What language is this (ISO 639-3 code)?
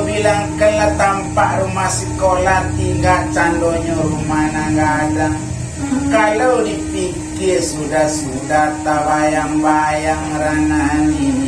min